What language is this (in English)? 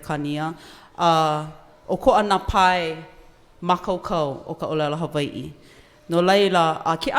Hawaiian